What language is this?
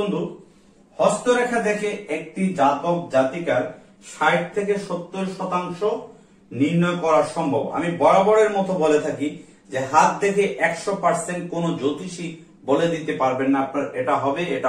Bangla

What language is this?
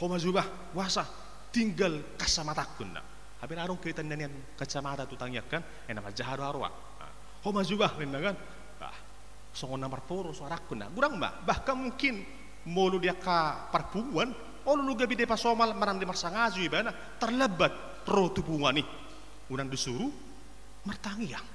Batak Toba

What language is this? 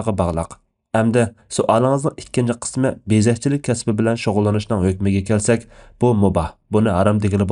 Uyghur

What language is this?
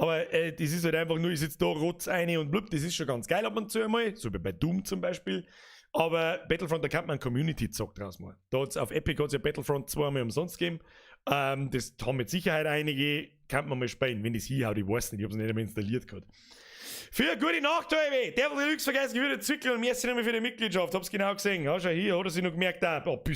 Bavarian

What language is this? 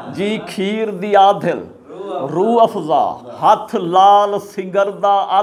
Saraiki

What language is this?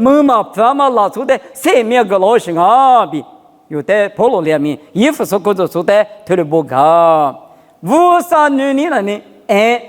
Lisu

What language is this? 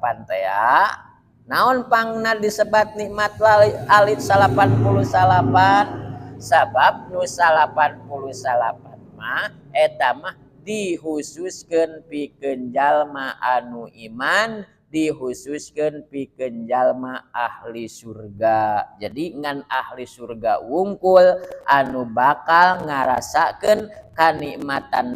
Sundanese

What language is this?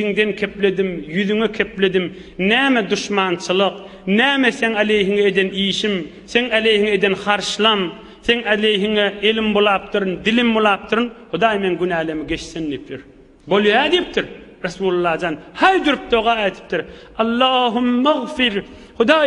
Turkmen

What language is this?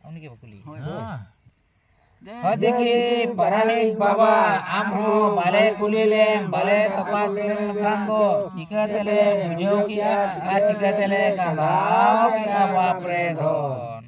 Santali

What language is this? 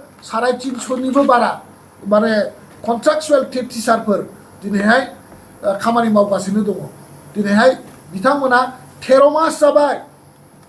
Bodo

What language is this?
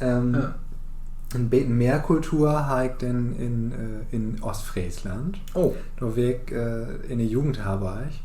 Low German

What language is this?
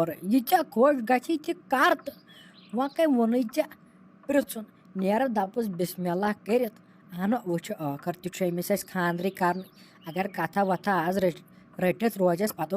Kashmiri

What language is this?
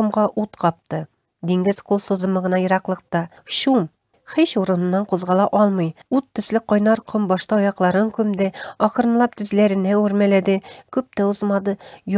Tatar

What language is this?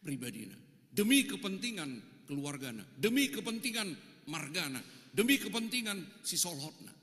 Batak Toba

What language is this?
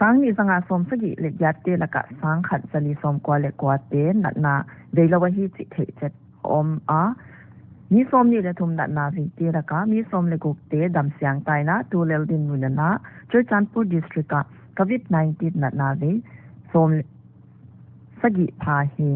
Paite Chin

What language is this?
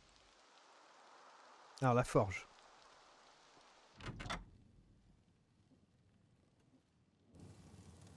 French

